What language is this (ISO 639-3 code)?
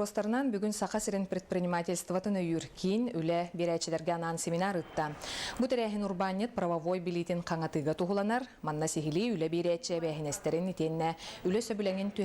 sah